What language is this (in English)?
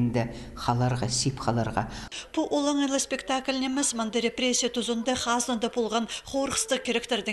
Khakas